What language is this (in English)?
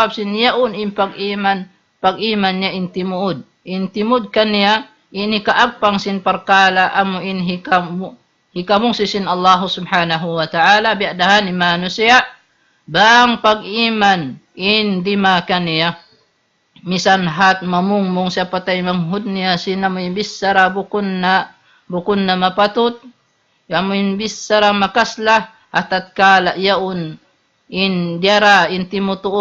Tausug